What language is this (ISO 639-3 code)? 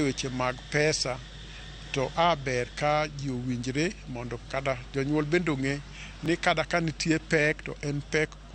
luo